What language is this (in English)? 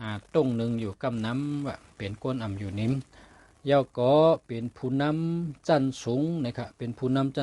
Shan